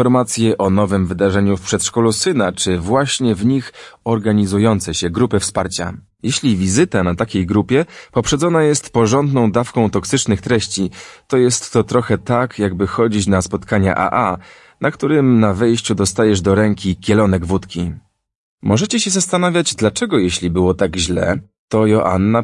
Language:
Polish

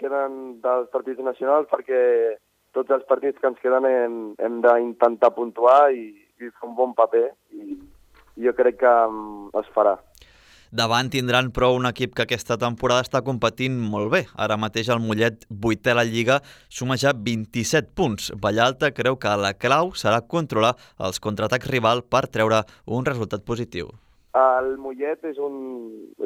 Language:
Catalan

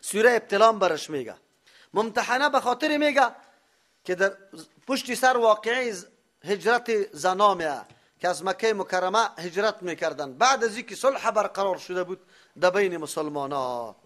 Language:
Persian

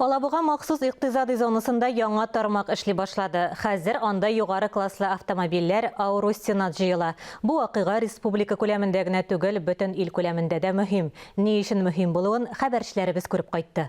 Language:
Tatar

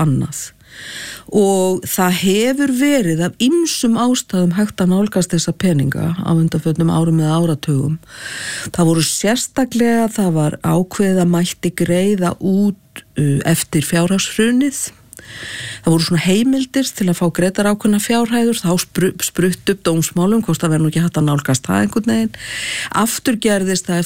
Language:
Icelandic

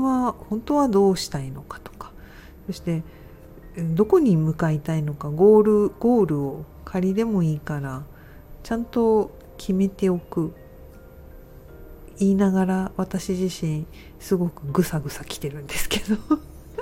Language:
Japanese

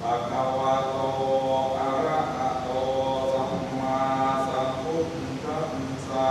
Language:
Pali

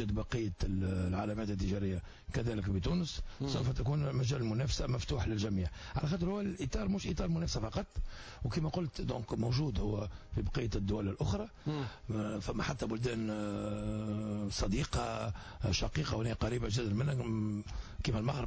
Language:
Tunisian Arabic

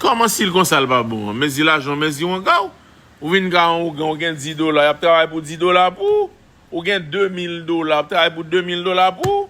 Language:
Haitian Creole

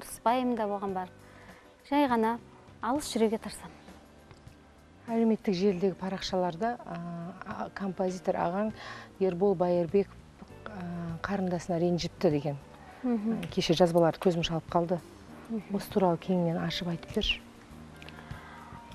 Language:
Kazakh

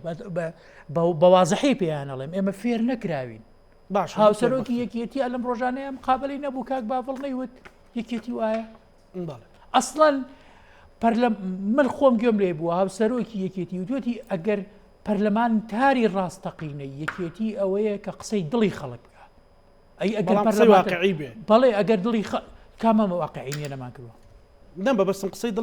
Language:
Central Kurdish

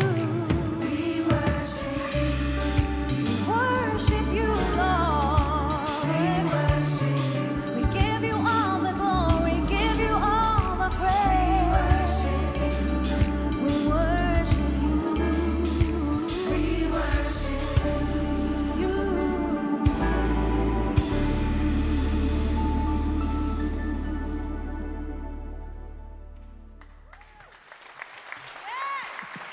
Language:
Norwegian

